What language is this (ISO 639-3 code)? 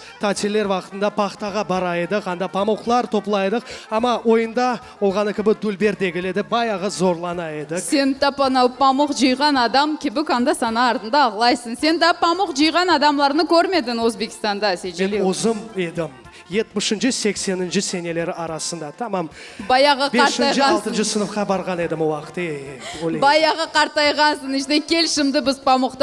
crh